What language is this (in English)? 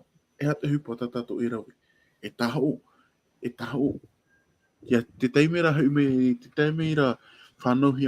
Tahitian